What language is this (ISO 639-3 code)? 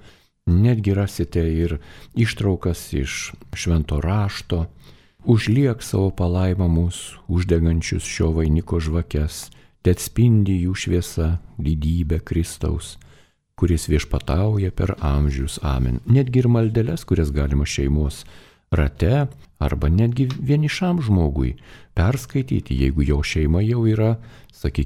lit